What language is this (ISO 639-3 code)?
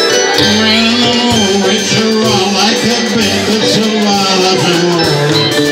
ell